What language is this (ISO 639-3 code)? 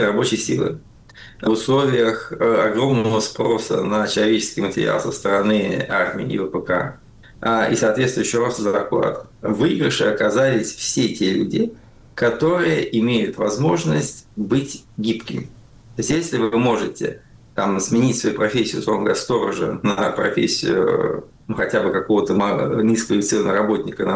rus